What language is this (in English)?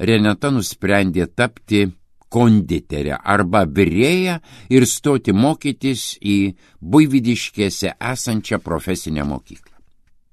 Lithuanian